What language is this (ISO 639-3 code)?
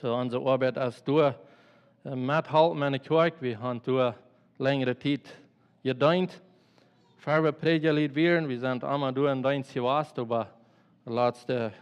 pdt